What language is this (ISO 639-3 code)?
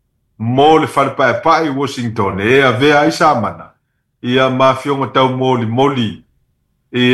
smo